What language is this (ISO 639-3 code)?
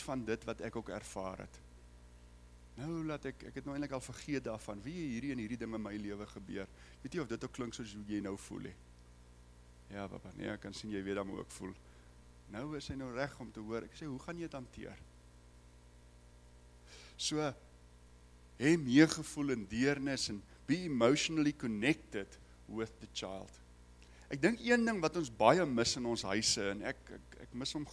afr